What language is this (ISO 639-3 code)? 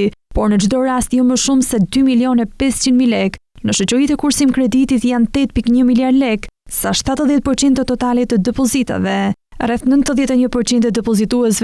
sqi